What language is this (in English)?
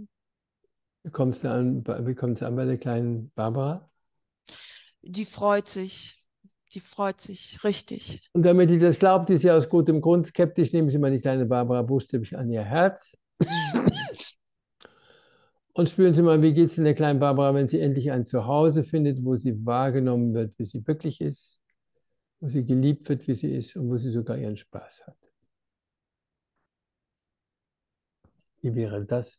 German